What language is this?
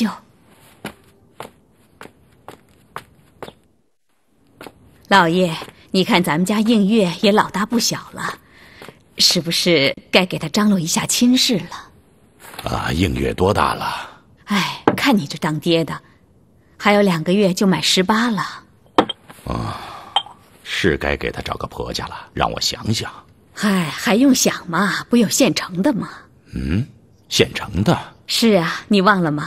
Chinese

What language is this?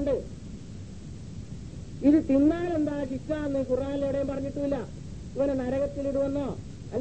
Malayalam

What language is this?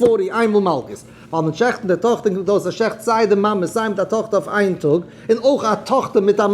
Yiddish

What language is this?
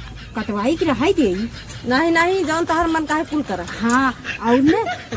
Awadhi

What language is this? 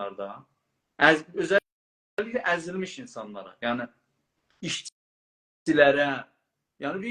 South Azerbaijani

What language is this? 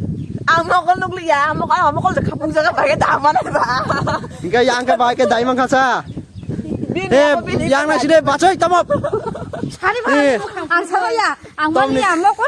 Kok Borok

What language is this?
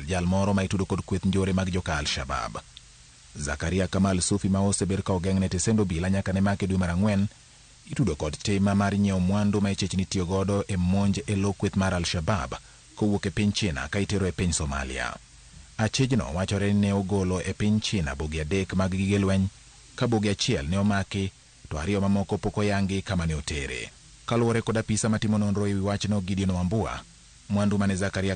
Luo (Kenya and Tanzania)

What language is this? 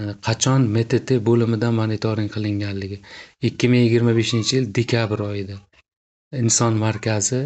Uzbek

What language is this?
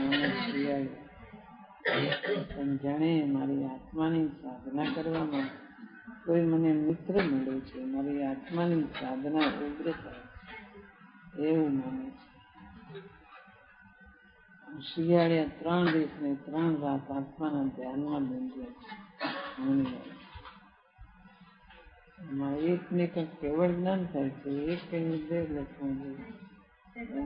Gujarati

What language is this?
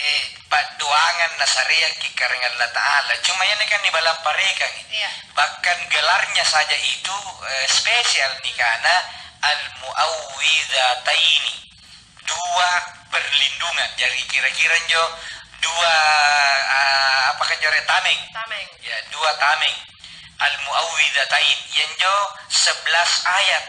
Makasar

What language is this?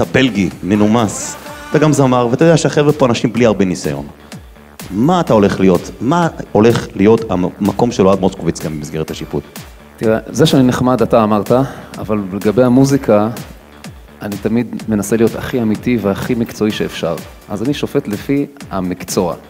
Hebrew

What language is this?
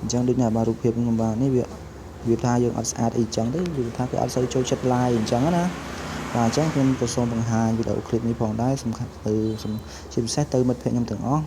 Khmer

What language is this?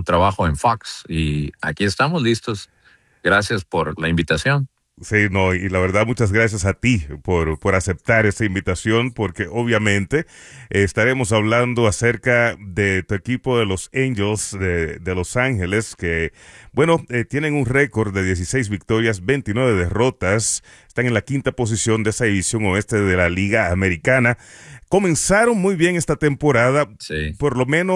Spanish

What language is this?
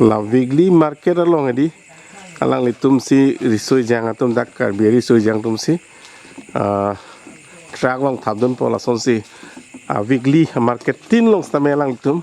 Karbi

